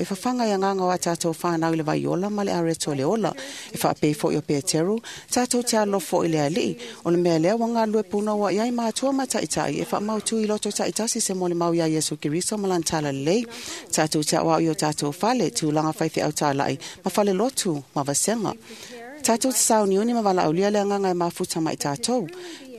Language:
Samoan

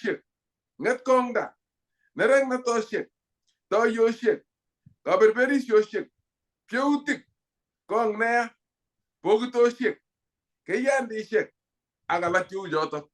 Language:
Kalenjin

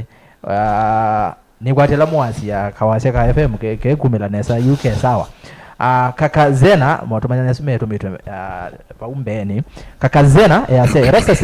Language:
Kamba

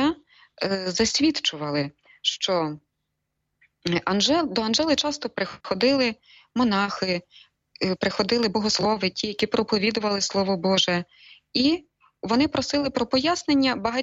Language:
Ukrainian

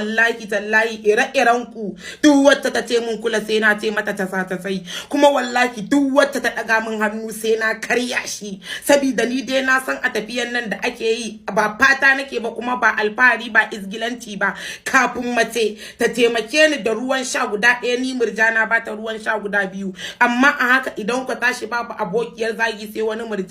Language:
Hausa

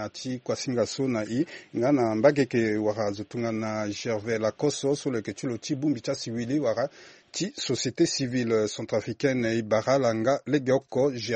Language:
Sango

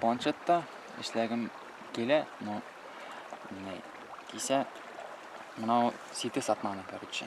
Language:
Bashkir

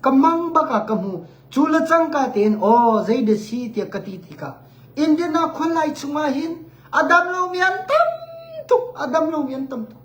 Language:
Hakha Chin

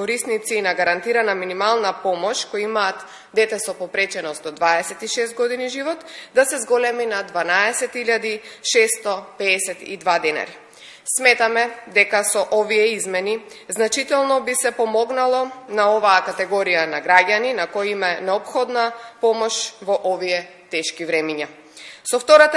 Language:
Macedonian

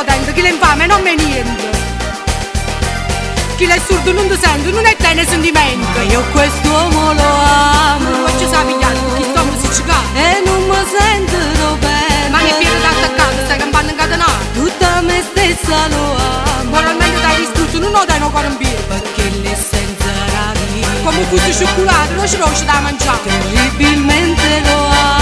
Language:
Italian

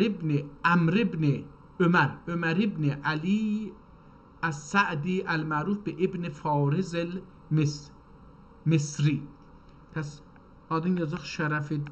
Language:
South Azerbaijani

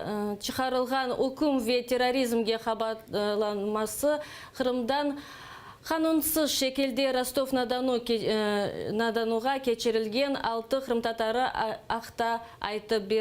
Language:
Crimean Tatar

